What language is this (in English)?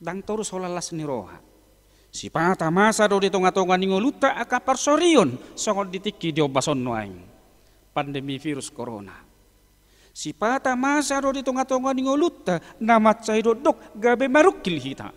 Batak Toba